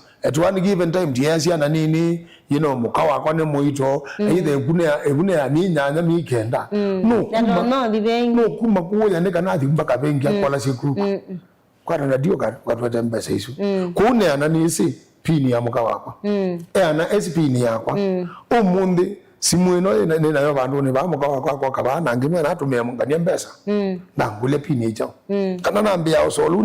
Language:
Kamba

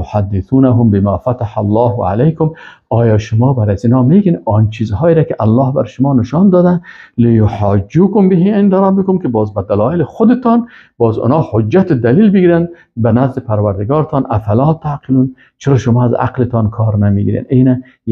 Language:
Persian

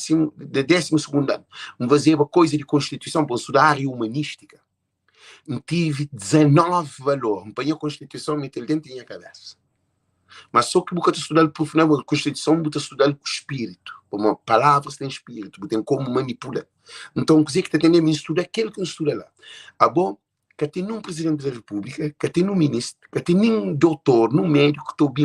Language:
Kabuverdianu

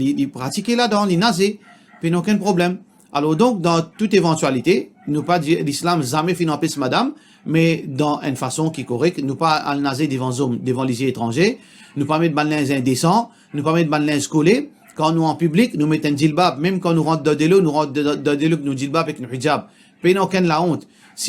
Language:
Morisyen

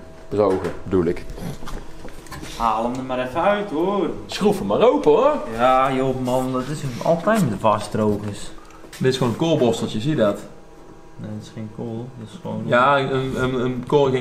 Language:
Dutch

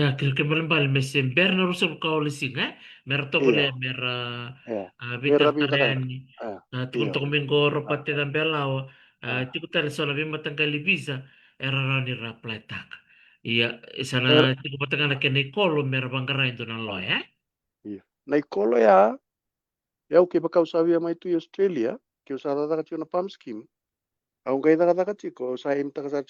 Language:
Fijian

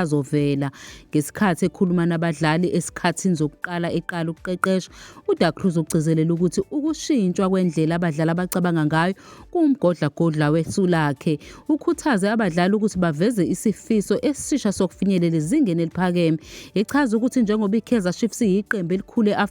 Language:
Zulu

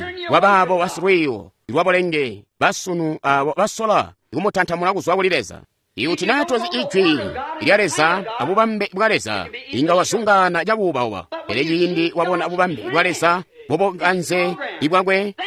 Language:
Tonga (Zambia)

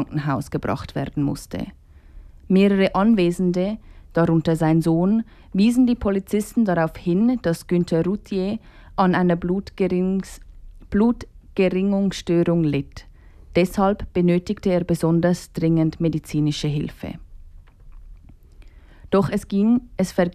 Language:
German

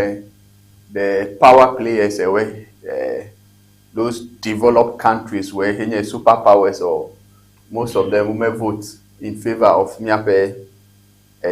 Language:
Ewe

